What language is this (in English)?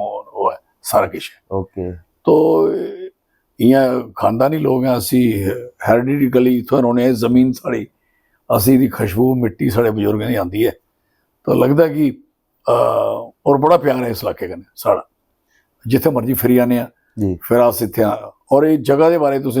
Dogri